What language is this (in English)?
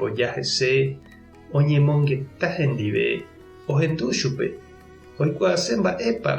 Guarani